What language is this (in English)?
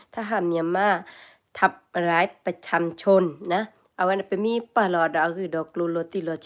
S'gaw Karen